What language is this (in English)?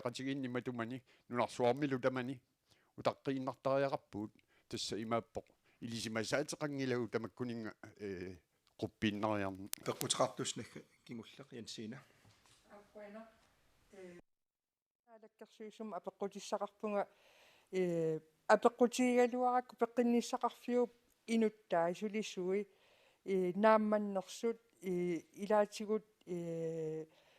Kalaallisut